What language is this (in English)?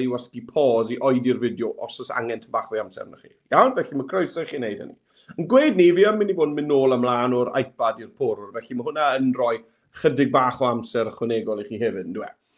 Welsh